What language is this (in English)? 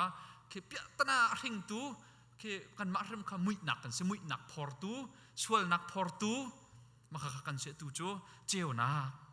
Hakha Chin